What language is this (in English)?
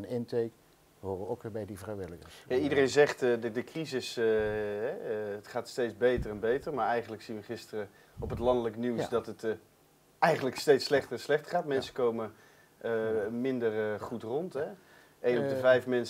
Dutch